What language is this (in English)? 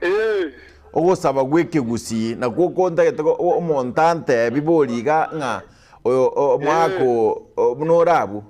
Gusii